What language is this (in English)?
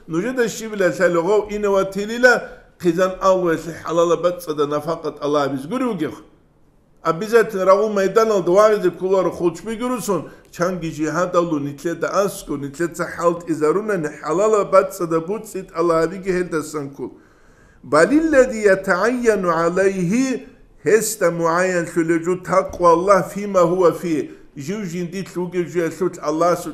Avaric